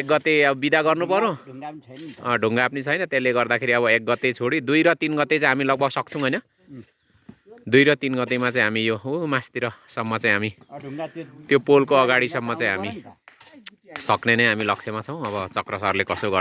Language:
Nepali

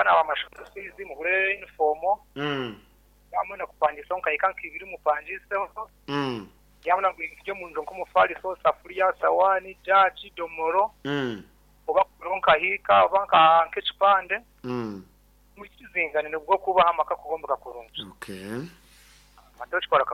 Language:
Nyankole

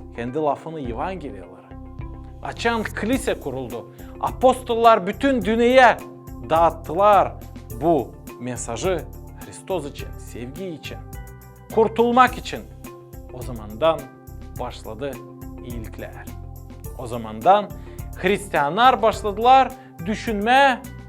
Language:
Gagauz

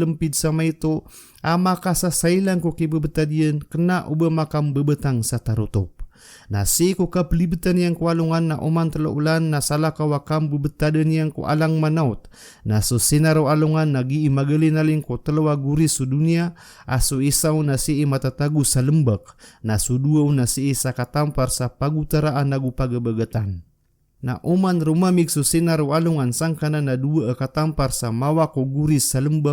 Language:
Maranao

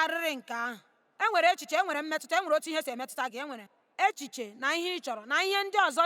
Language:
Igbo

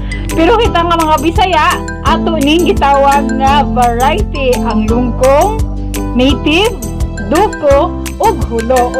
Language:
Cebuano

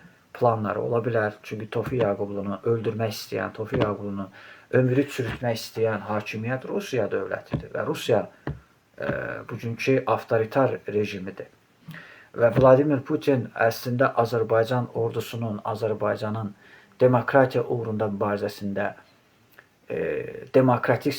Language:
Azerbaijani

